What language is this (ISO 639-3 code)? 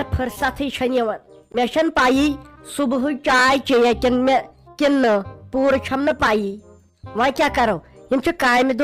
kas